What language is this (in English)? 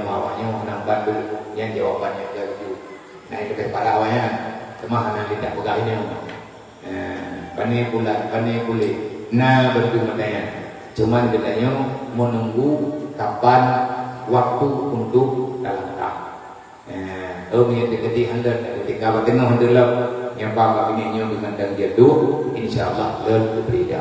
Achinese